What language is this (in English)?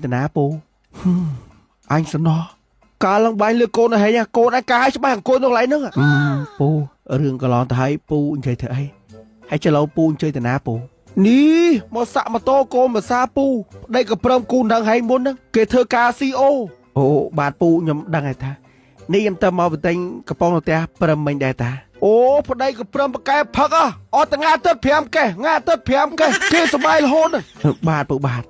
Khmer